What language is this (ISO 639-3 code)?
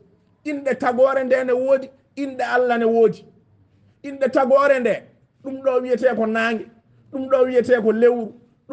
ful